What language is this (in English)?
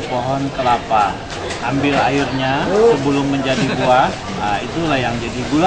Banjar